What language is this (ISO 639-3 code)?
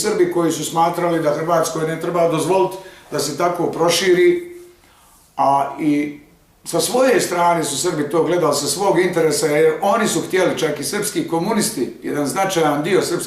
bos